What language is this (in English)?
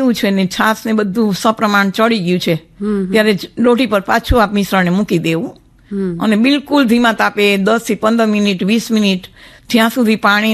Gujarati